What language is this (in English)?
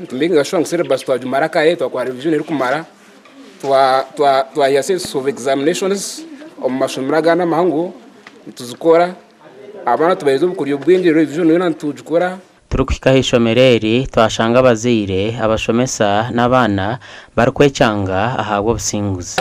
Nyankole